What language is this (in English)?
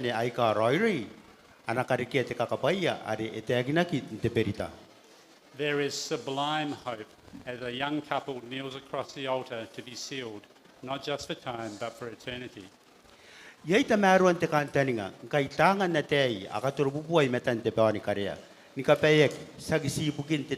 Gilbertese